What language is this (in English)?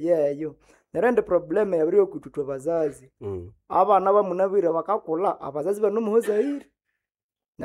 Nande